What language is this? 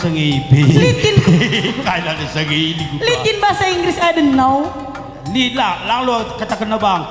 Batak Karo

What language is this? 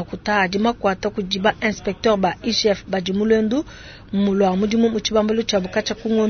Luba-Lulua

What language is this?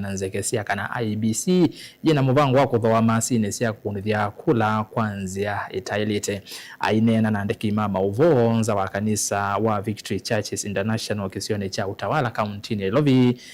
Kamba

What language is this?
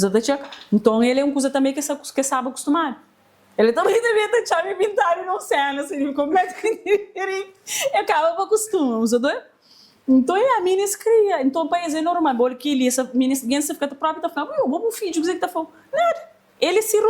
Kabuverdianu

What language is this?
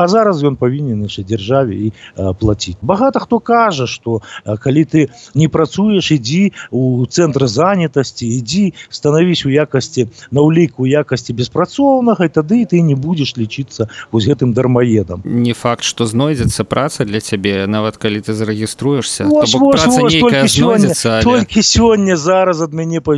Belarusian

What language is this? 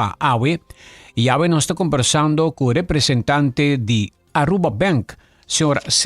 Papiamento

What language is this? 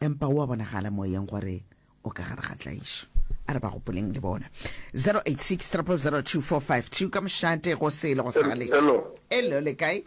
Northern Sotho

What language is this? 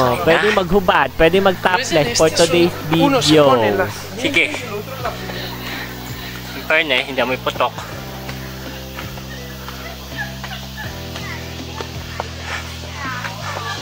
Filipino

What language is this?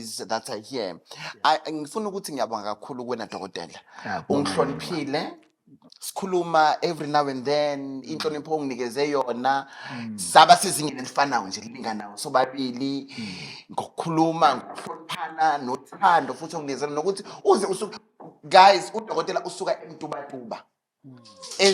Zulu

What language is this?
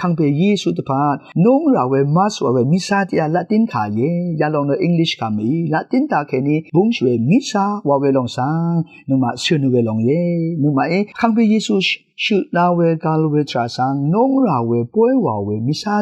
Rawang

